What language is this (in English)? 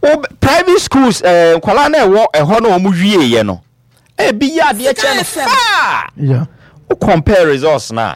Akan